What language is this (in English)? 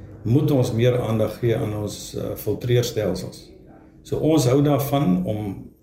Afrikaans